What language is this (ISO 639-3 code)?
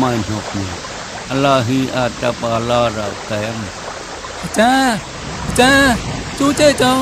mnw